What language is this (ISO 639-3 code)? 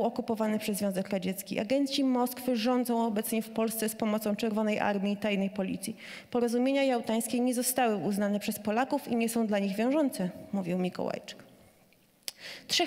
pol